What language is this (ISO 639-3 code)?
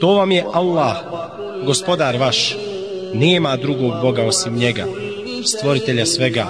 bos